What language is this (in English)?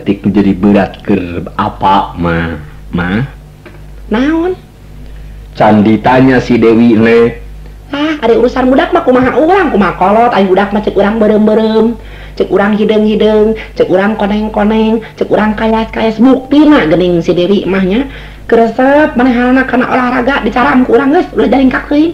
Sundanese